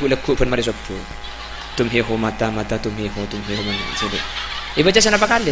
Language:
Madurese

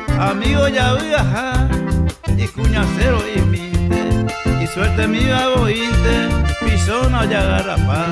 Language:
Guarani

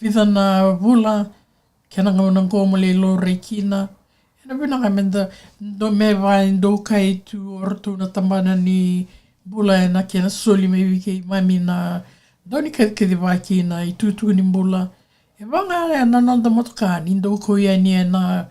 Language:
Fijian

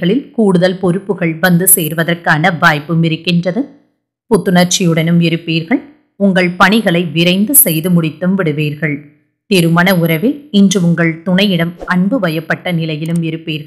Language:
Tamil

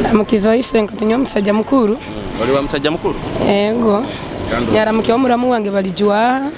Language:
Nyoro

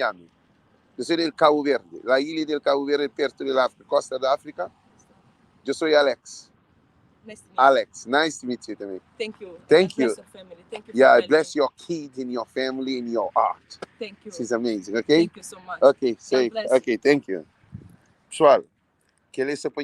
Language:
Kabuverdianu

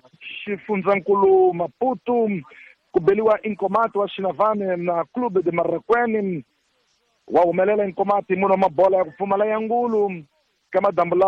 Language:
Tsonga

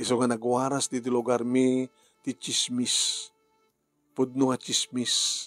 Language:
Iloko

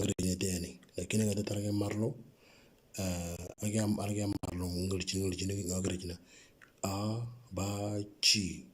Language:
Moro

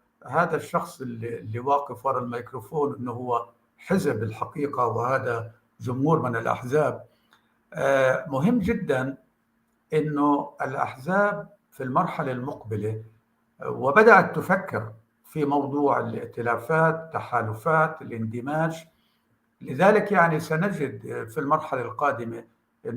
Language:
North Levantine Arabic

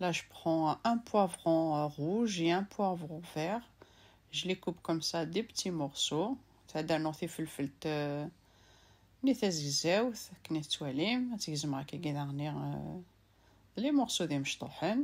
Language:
Kabyle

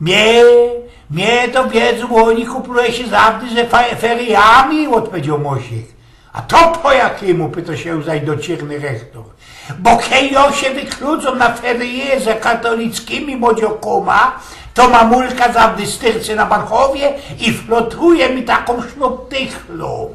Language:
Silesian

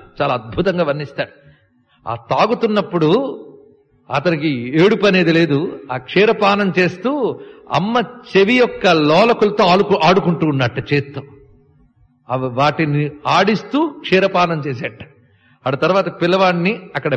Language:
Telugu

